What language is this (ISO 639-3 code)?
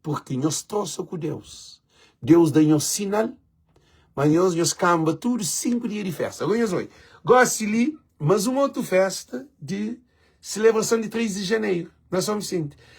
kea